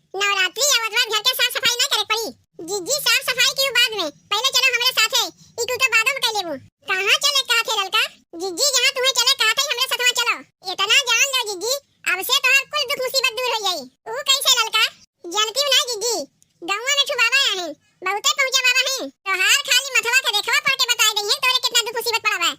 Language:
Awadhi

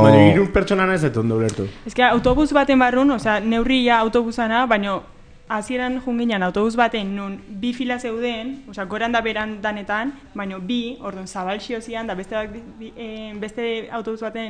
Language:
Basque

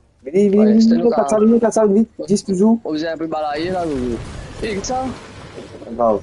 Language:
Morisyen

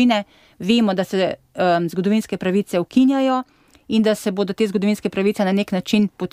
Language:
Slovenian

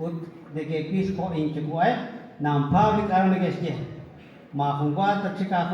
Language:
Kekchí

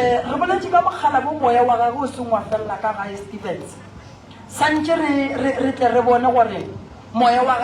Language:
Northern Sotho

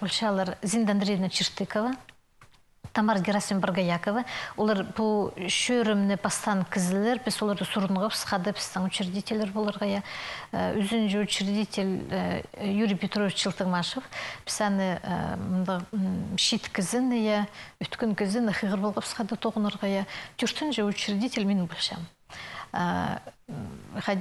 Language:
Khakas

